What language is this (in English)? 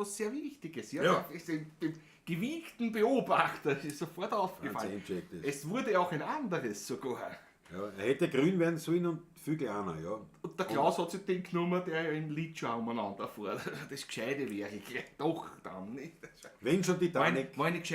Bavarian